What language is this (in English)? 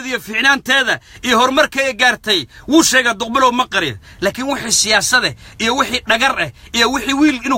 Somali